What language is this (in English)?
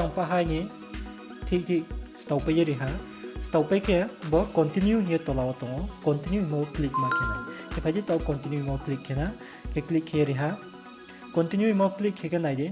Riang (India)